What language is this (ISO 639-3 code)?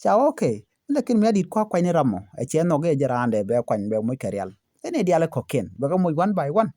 nus